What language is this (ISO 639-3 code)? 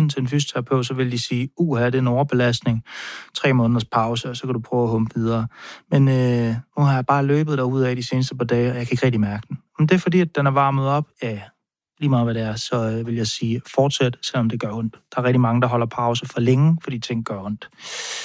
dan